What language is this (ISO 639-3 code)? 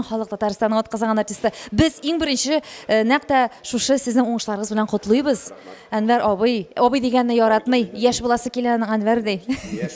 tat